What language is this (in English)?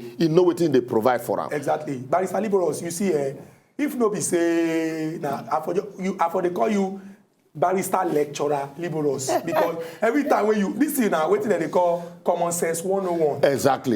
Nigerian Pidgin